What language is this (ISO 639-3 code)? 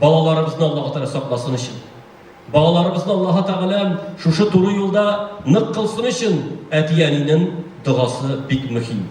tat